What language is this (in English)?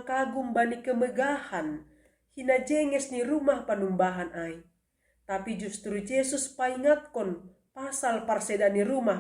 Batak Simalungun